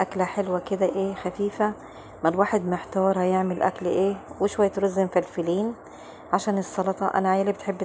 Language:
Egyptian Arabic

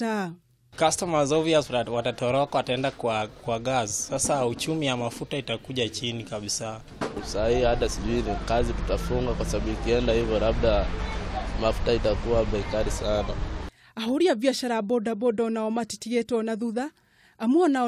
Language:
Kikuyu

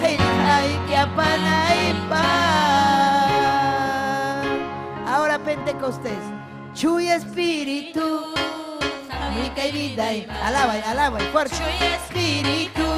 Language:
Ayacucho Quechua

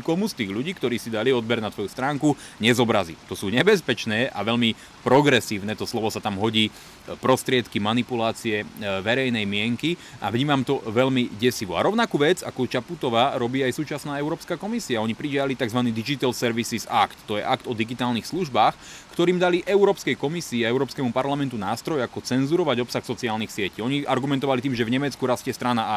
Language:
Slovak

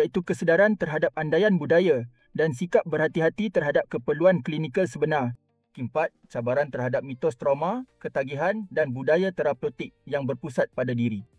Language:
Malay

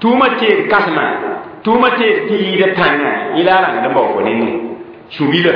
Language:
Mossi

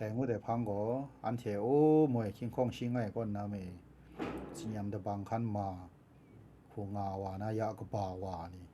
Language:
Kachin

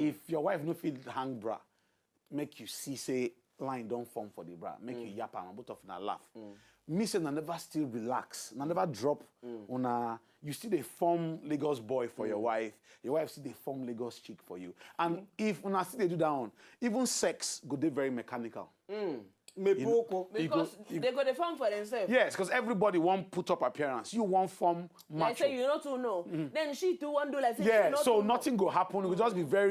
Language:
Nigerian Pidgin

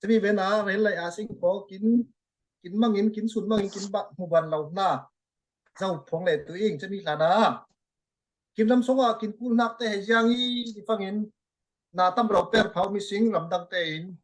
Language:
Falam Chin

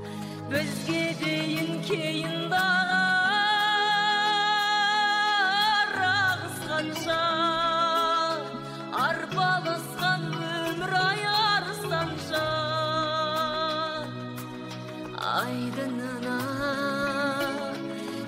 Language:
Kazakh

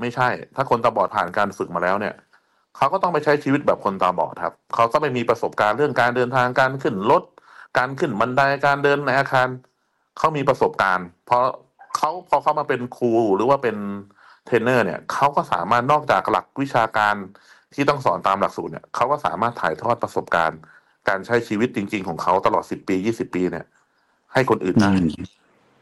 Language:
Thai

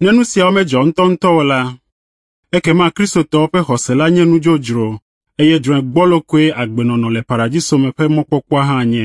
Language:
Ewe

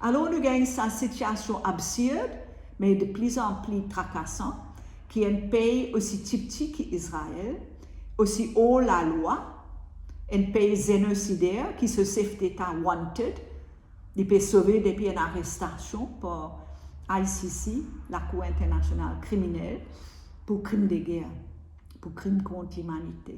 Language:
Morisyen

